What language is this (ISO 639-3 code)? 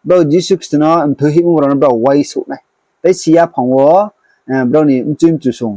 ria